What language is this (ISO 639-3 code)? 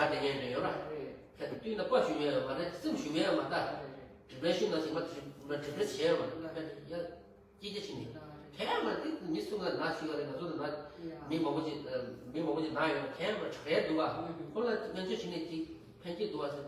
bod